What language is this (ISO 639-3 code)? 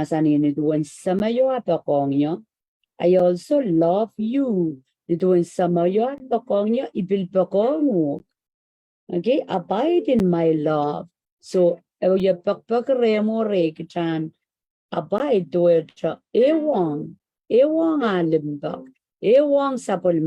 pon